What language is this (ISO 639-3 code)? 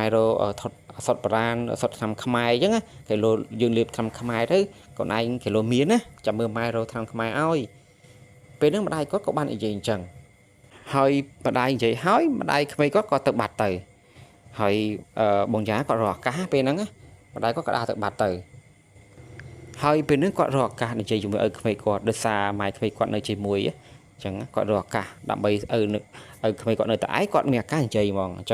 khm